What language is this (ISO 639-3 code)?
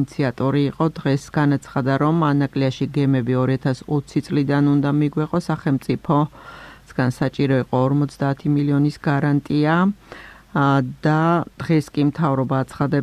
kat